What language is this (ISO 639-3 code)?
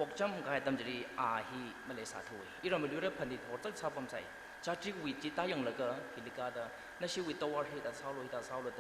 nmf